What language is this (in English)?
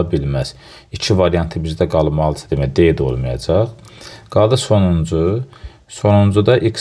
Azerbaijani